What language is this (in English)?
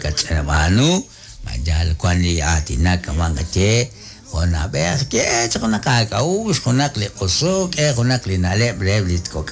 Kekchí